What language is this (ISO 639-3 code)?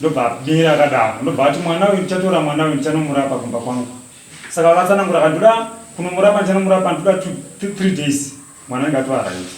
sna